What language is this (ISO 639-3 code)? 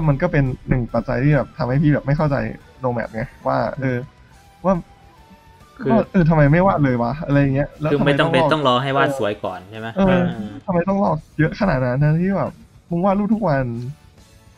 tha